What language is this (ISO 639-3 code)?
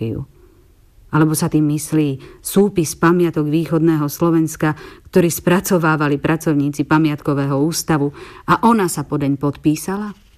slk